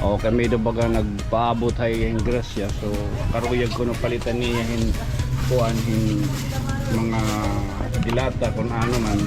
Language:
Waray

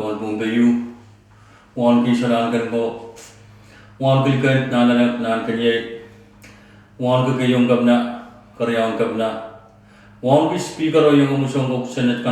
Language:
Pohnpeian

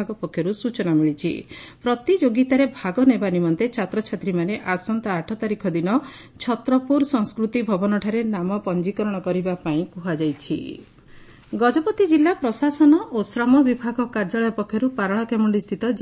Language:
Odia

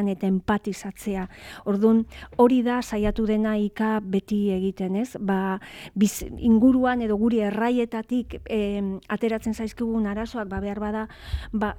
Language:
Basque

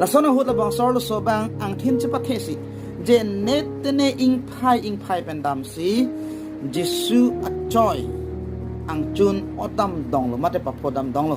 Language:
Karbi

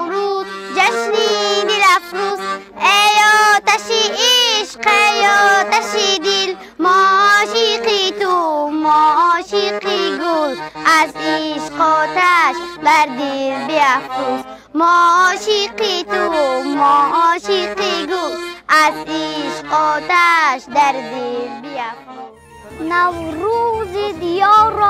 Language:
Tajik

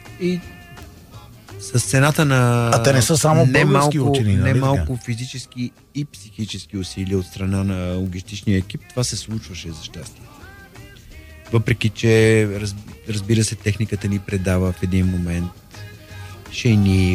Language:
Bulgarian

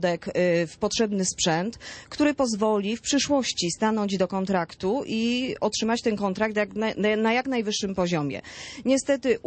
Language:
Polish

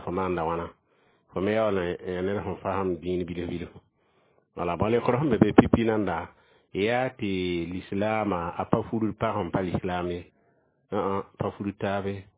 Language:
Mossi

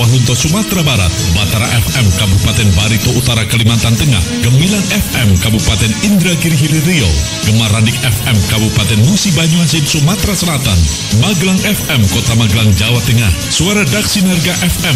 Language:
Indonesian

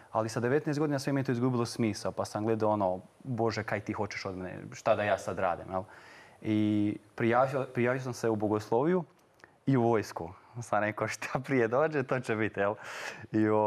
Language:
Croatian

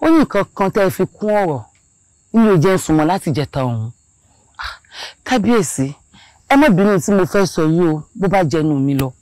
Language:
Yoruba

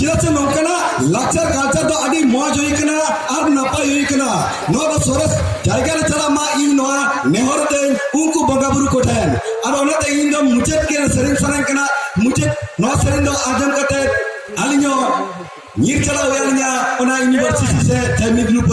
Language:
Santali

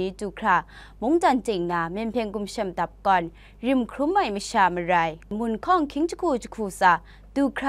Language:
Kachin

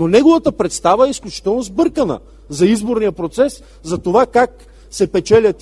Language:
Bulgarian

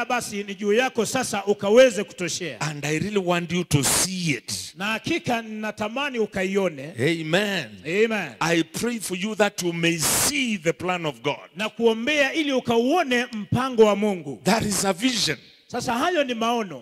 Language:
Swahili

